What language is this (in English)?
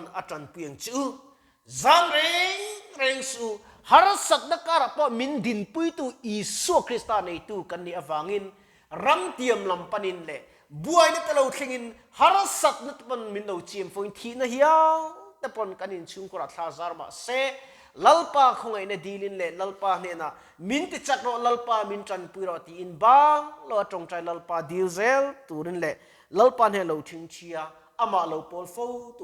Mizo